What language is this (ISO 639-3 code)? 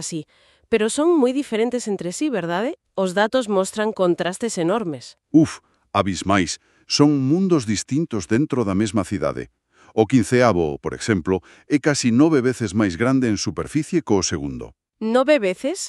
glg